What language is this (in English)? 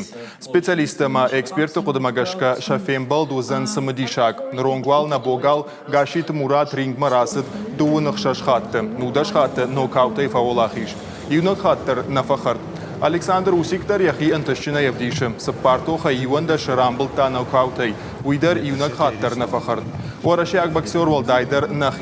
Ossetic